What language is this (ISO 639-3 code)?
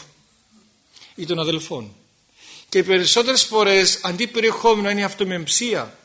ell